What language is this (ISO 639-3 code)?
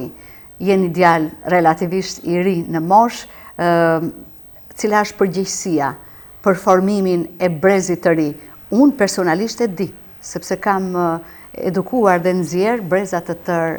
sqi